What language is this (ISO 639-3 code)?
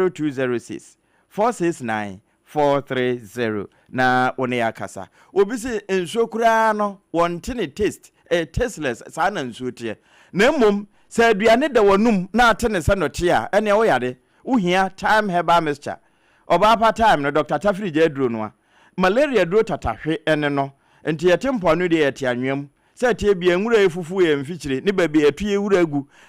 aka